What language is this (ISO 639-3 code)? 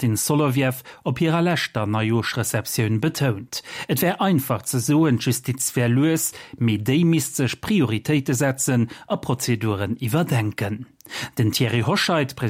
ltz